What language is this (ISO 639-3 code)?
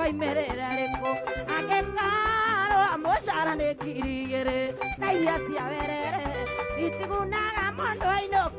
kik